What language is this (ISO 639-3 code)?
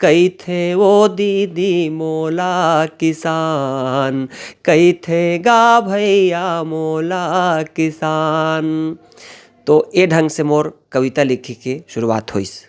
hne